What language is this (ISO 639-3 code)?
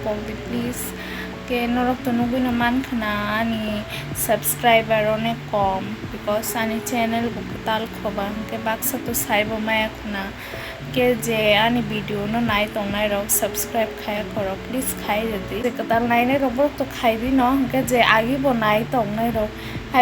trp